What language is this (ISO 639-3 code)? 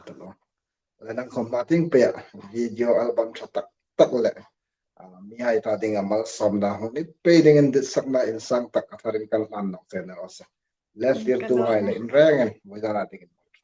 hmr